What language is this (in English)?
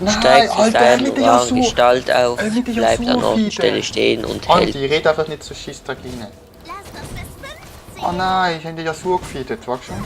Swiss German